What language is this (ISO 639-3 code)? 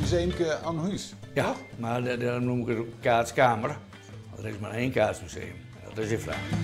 fry